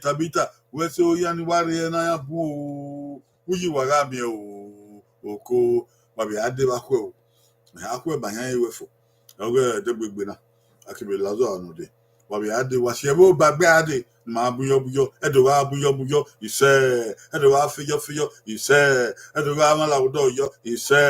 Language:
Bini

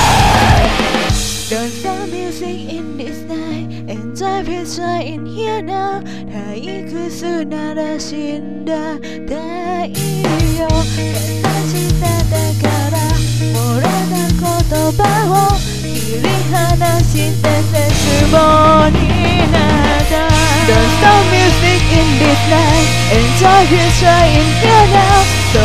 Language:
Japanese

